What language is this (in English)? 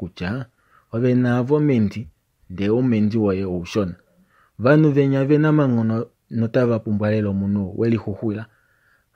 Kuanyama